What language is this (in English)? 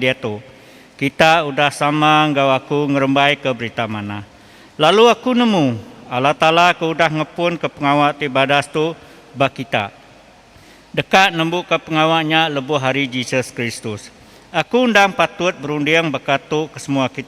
Iban